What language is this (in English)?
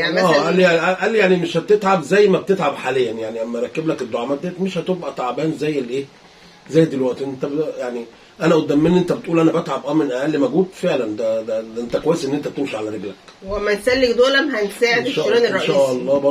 Egyptian Arabic